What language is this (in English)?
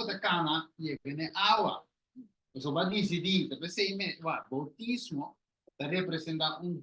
Papiamento